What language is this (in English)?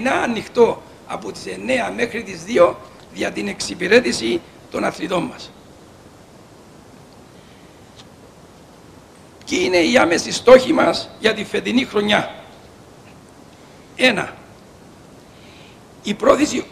Greek